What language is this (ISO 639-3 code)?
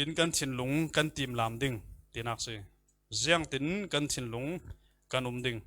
cfm